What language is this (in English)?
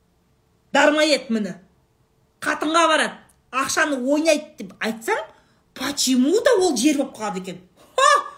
Kazakh